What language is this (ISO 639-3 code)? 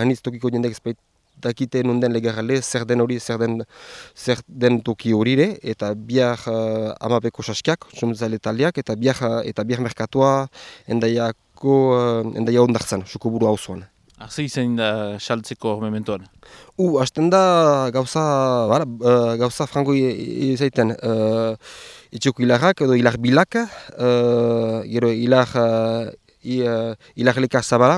eus